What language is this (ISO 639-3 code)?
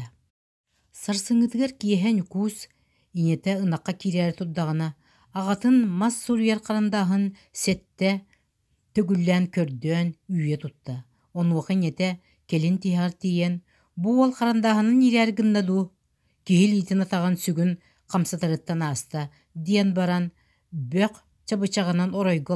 sah